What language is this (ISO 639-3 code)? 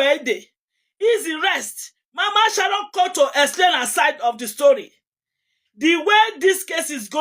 pcm